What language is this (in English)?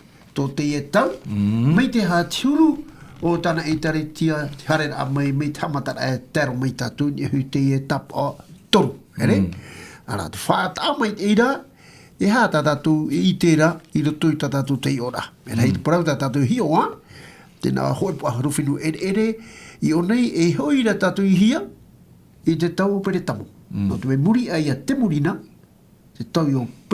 Tahitian